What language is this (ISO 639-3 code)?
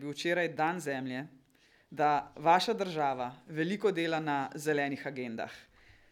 slv